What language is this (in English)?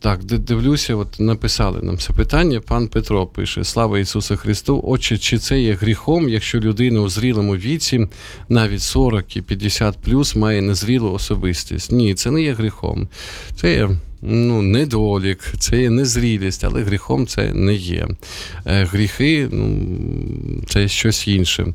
Ukrainian